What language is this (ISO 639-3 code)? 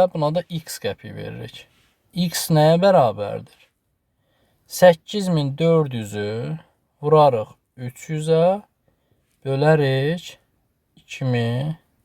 aze